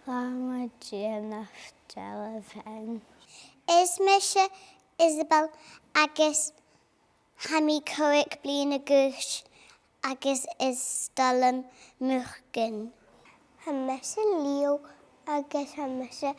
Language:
Scottish Gaelic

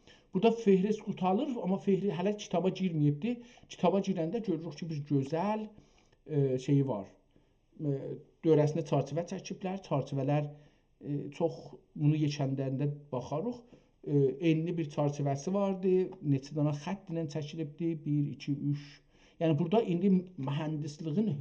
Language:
South Azerbaijani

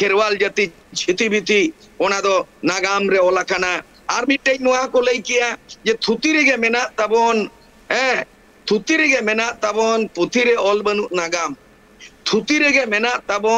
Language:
Santali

